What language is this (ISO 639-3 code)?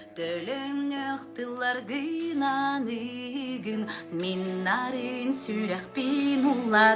sah